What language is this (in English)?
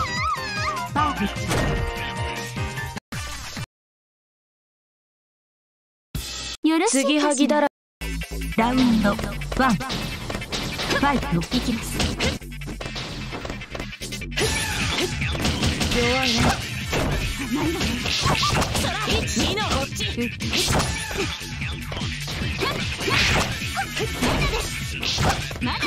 Japanese